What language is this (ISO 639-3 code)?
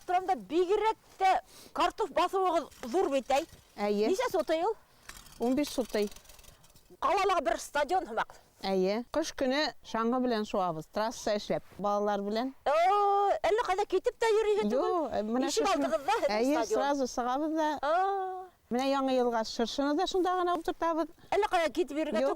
bak